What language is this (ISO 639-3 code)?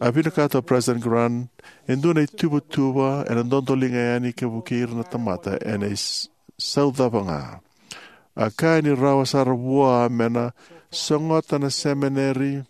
fij